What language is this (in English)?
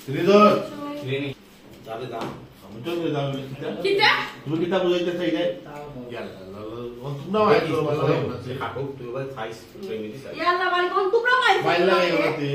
Sylheti